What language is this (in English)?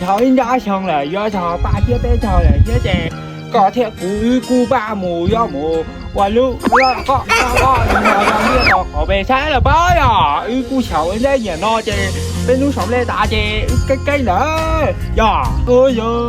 Hmong